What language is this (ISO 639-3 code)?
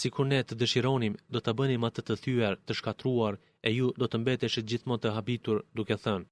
sqi